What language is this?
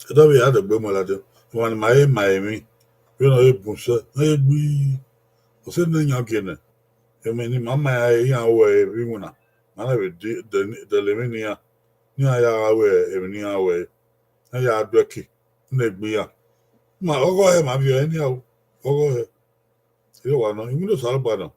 Bini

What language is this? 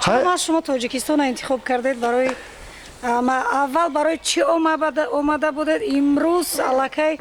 Tajik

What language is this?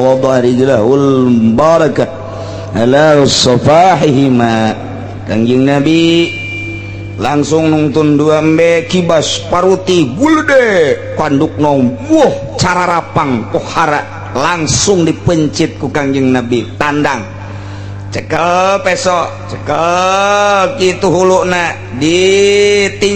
Sundanese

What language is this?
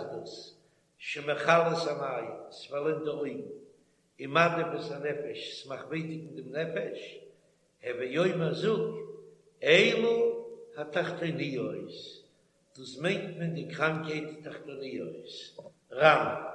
Yiddish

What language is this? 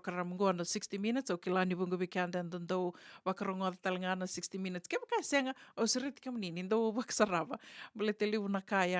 Fijian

